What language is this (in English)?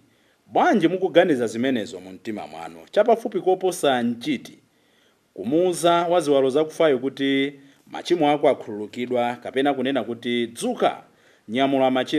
Nyanja